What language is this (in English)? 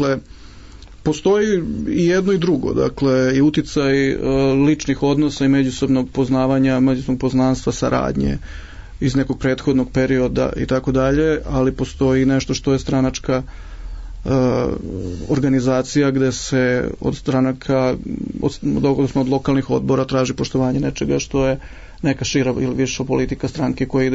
Serbian